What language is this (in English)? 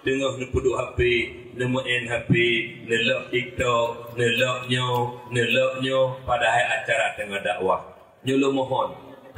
Achinese